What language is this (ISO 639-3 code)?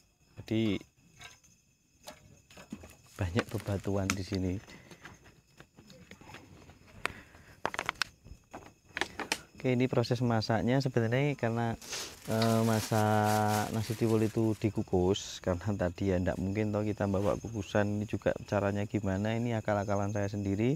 ind